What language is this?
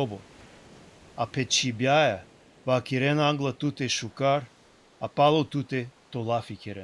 Balkan Romani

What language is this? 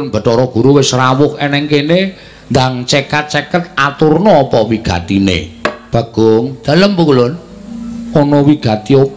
Javanese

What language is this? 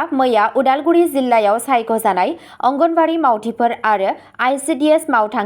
Bodo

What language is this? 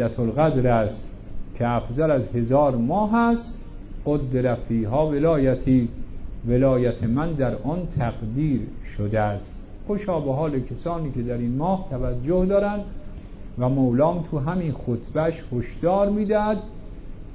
Persian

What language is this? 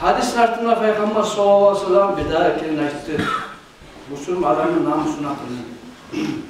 Kumyk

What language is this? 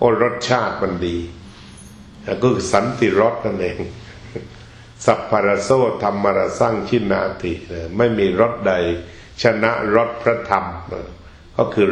Thai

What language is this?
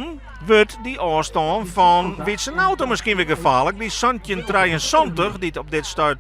Western Frisian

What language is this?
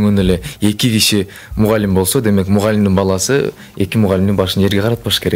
Kyrgyz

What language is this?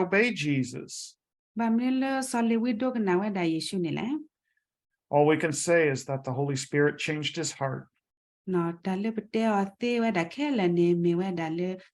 S'gaw Karen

